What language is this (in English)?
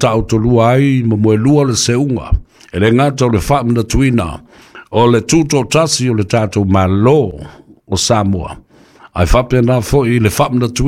Samoan